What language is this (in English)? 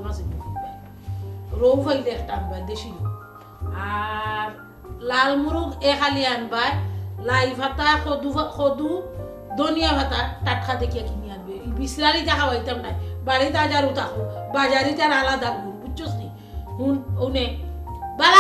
Sylheti